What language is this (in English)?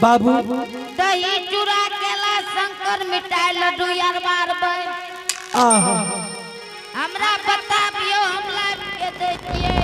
Angika